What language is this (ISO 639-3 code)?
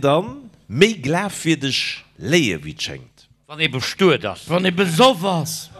ltz